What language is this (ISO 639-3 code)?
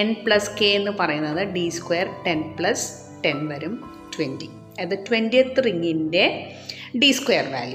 mal